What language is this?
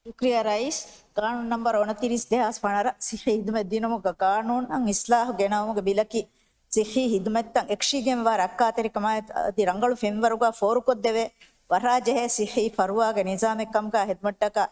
Divehi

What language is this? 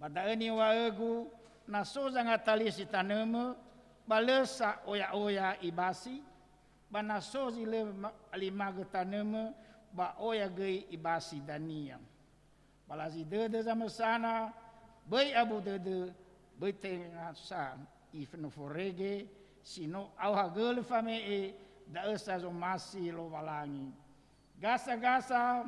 Nias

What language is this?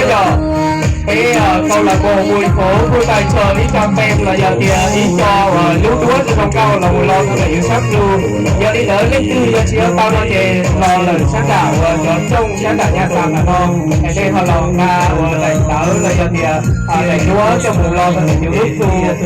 Hmong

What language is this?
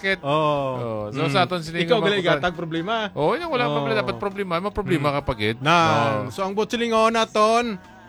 Hiligaynon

